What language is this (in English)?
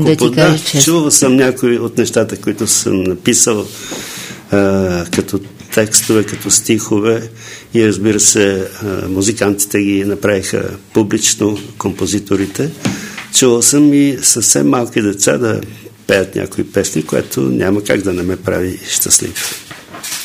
Bulgarian